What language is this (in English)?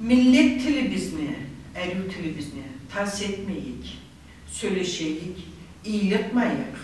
Karachay-Balkar